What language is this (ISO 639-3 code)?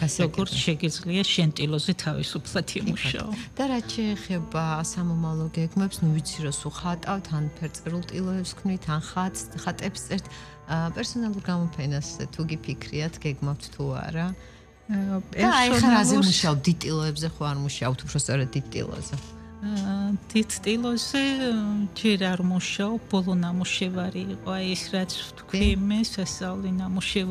kat